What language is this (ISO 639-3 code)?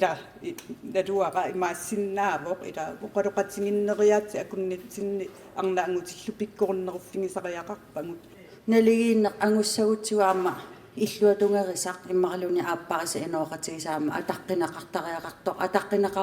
kal